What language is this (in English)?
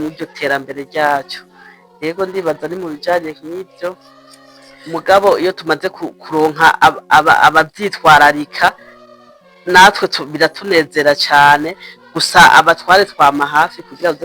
Rundi